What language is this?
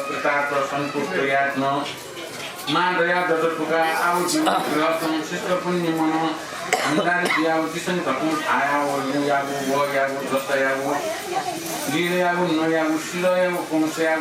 Newari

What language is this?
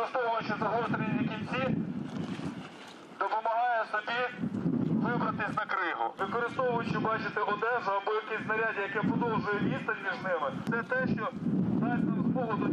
Ukrainian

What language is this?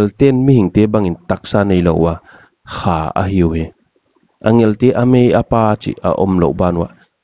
Paite Chin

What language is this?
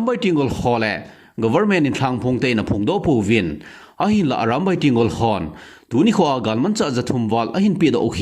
Thado Chin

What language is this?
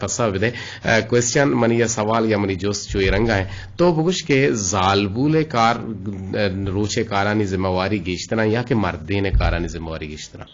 Eastern Balochi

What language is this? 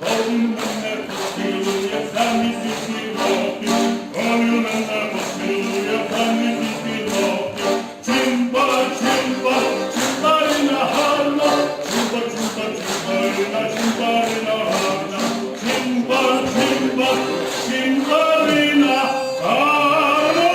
Rusyn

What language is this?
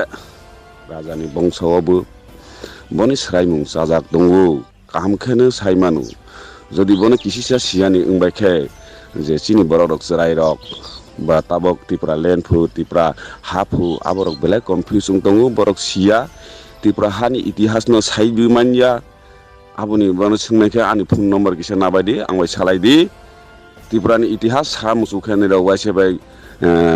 Riang (India)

